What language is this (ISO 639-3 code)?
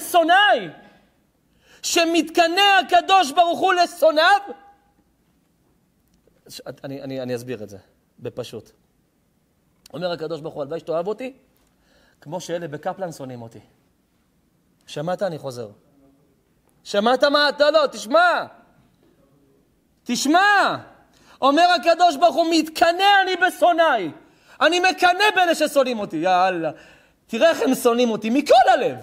heb